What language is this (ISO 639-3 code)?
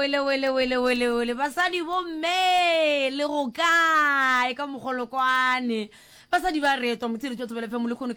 nso